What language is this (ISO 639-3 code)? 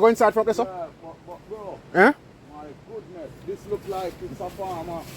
jam